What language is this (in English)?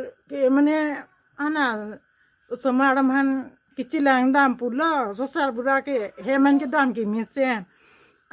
Karbi